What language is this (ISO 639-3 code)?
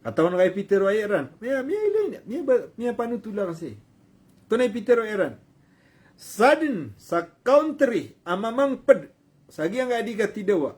mrw